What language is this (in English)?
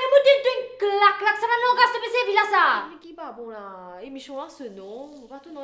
Morisyen